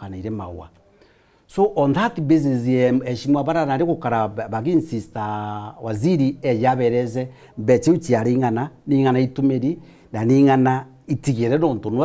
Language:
Meru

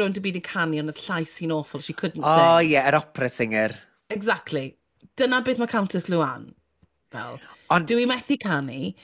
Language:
Welsh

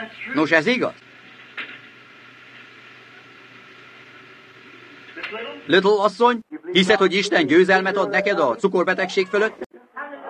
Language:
Hungarian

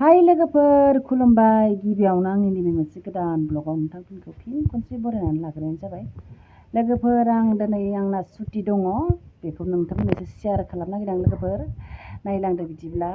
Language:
Bodo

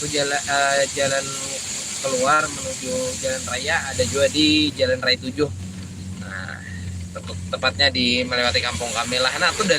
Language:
Banjar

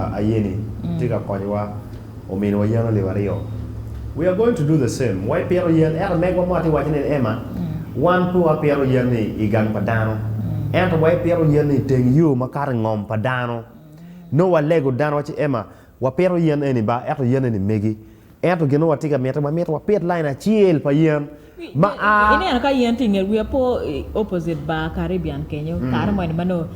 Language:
Acoli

